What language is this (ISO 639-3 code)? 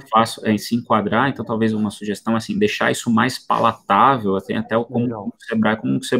por